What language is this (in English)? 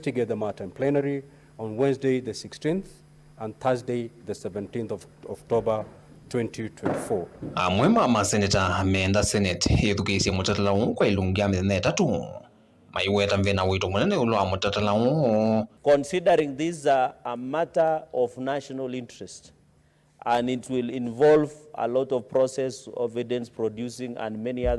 Kamba